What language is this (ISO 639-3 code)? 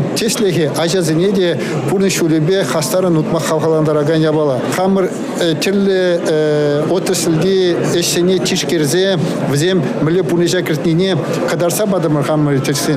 chv